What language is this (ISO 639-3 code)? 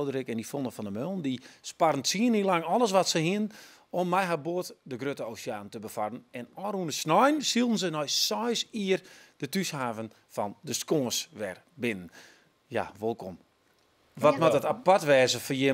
fry